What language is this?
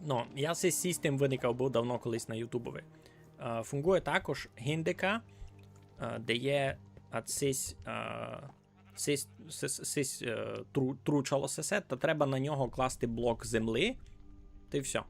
Rusyn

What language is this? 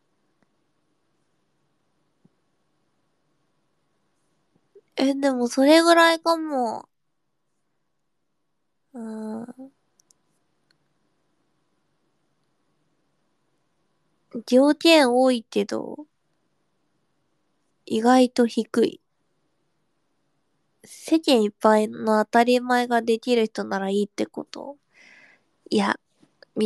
Japanese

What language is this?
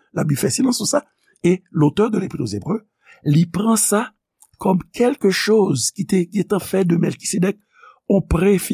Haitian Creole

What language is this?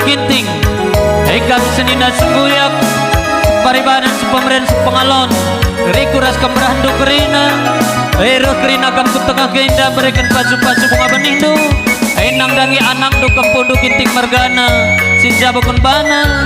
Batak Karo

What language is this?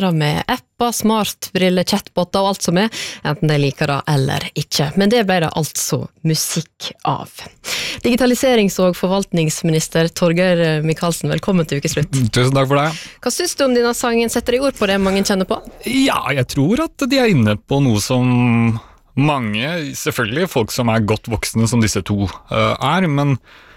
Norwegian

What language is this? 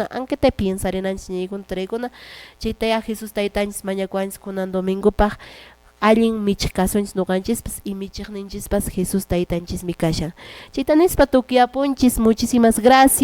Quechua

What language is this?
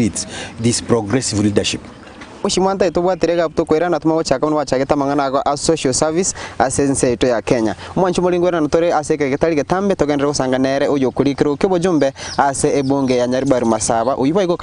Gusii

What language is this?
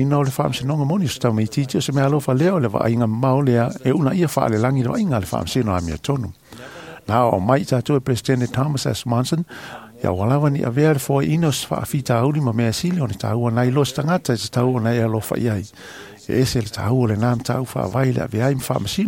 Samoan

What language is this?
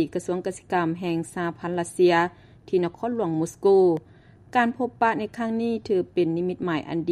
Lao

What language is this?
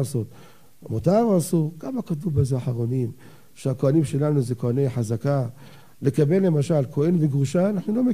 Hebrew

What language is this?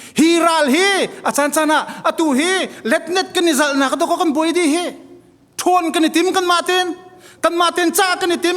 Hakha Chin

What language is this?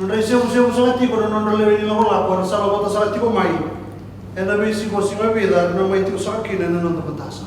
Fijian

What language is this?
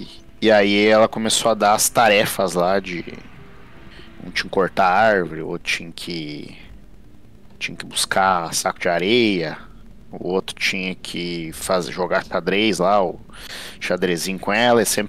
Portuguese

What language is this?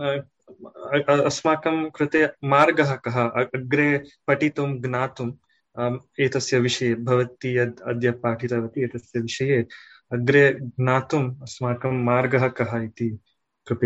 Sanskrit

